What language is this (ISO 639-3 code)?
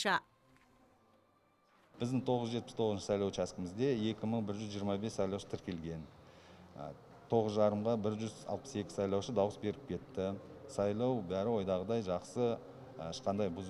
kaz